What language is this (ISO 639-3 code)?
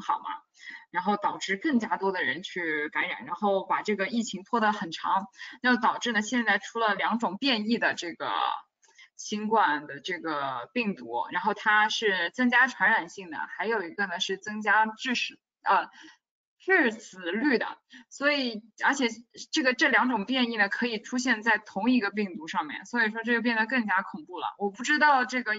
zho